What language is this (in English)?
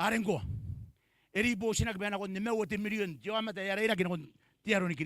Gilbertese